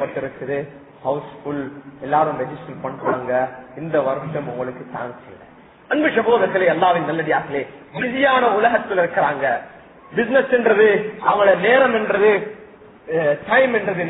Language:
Tamil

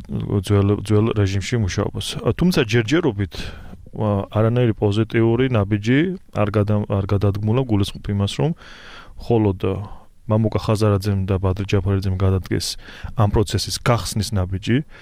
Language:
Georgian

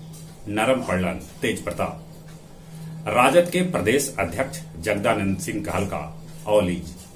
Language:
Magahi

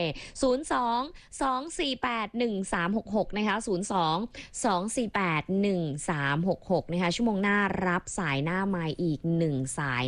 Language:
Thai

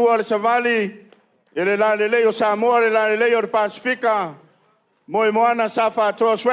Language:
Samoan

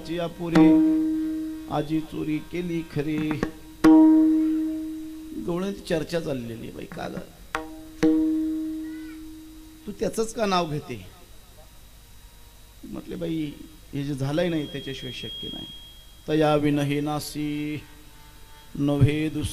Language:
Marathi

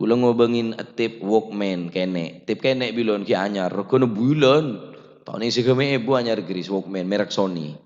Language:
Madurese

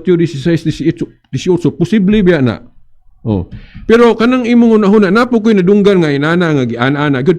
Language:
Cebuano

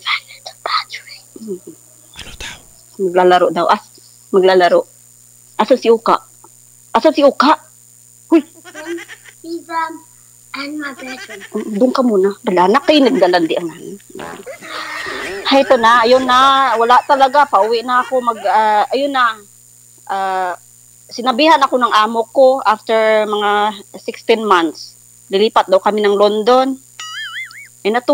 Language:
Filipino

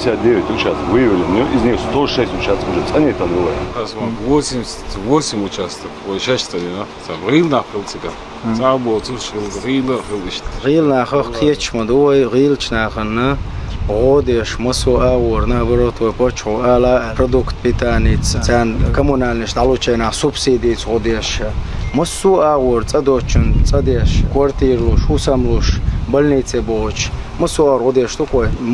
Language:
Chechen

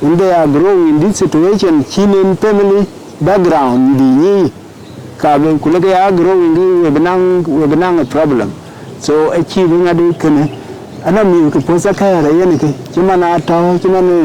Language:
Dinka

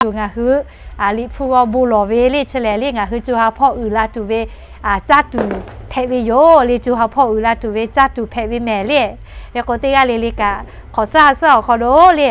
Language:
Lahu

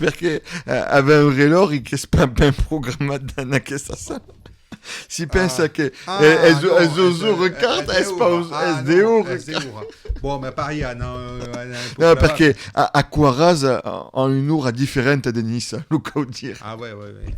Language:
Occitan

